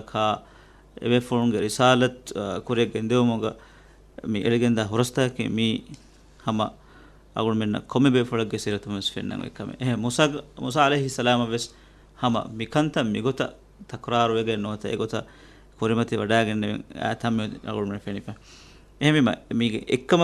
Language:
Divehi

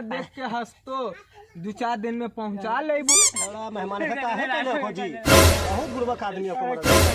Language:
Magahi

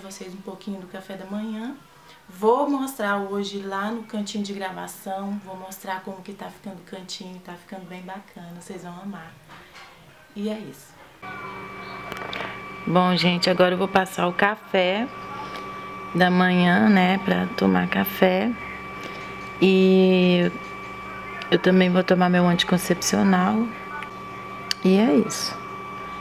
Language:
Portuguese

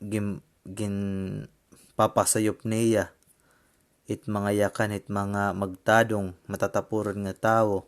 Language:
Waray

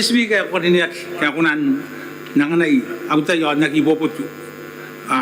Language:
Gilbertese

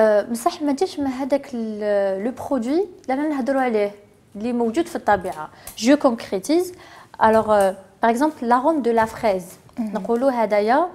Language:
Algerian Arabic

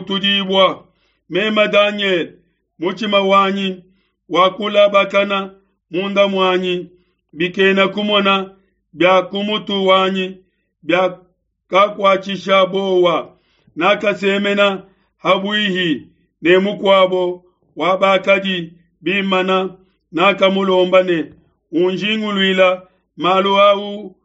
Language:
Luba-Lulua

